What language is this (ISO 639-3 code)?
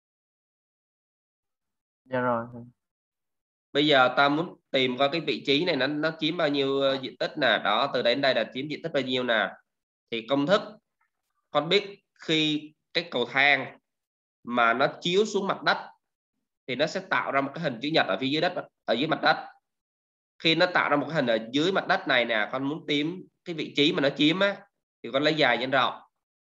vie